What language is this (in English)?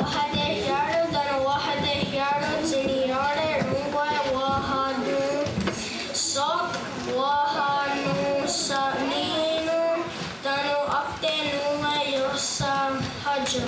Mohawk